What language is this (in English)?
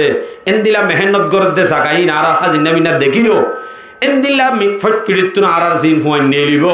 Rohingya